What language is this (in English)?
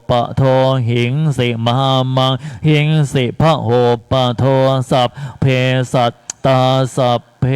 Pali